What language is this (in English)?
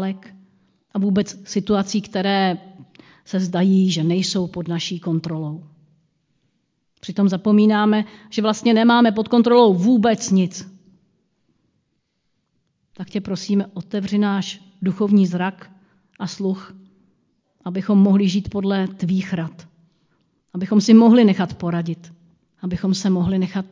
Czech